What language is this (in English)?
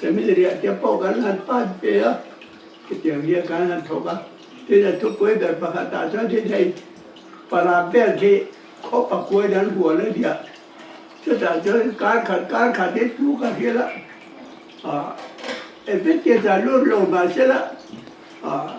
Mizo